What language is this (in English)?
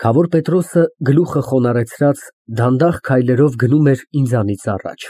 Armenian